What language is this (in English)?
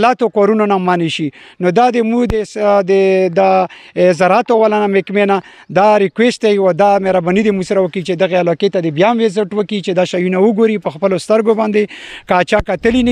Pashto